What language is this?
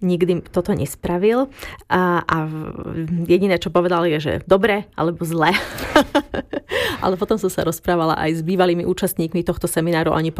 Slovak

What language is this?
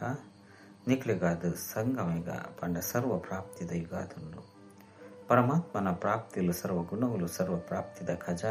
Tulu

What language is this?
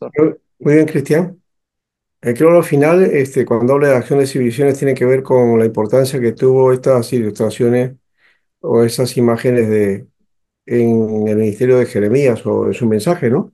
Spanish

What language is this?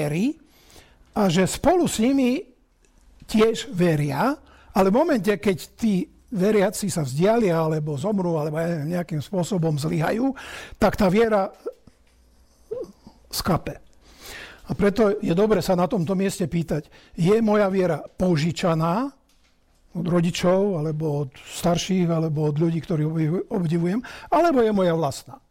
Slovak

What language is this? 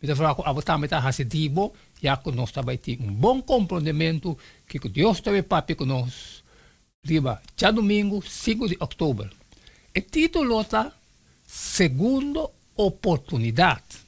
Papiamento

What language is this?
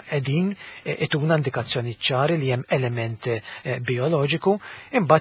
Maltese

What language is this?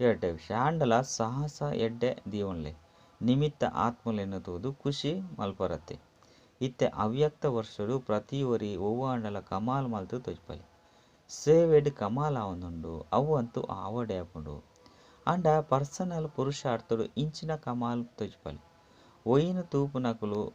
Tulu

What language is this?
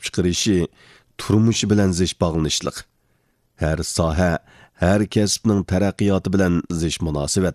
Uyghur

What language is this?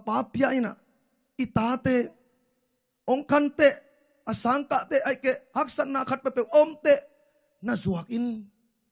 Tedim Chin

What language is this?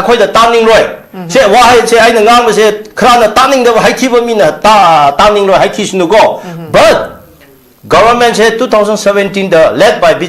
Manipuri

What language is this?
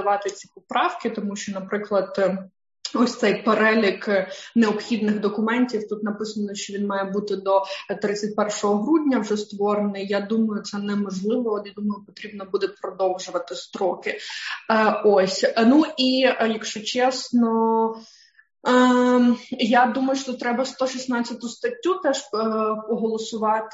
Ukrainian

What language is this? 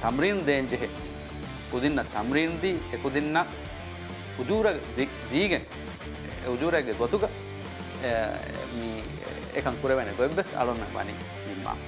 Divehi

